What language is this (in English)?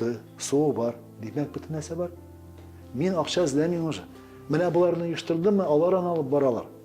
Tatar